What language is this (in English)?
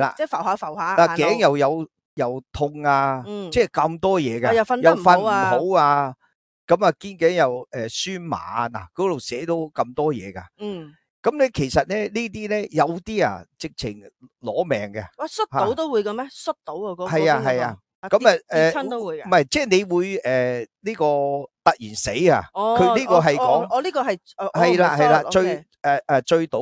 Cantonese